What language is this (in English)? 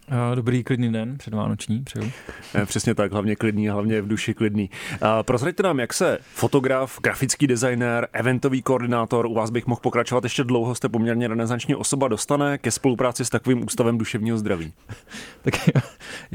Czech